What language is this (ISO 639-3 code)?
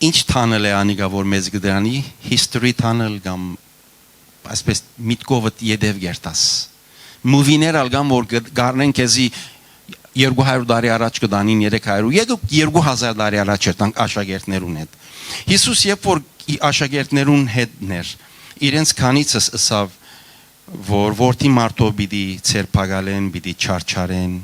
hyw